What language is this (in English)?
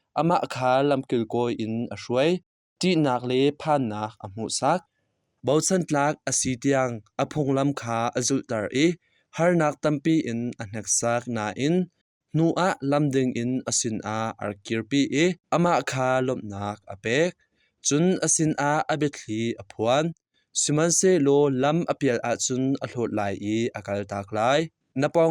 Hakha Chin